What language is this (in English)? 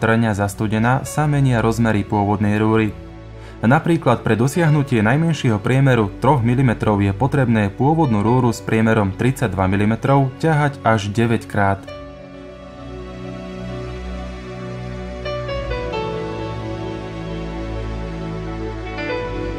Slovak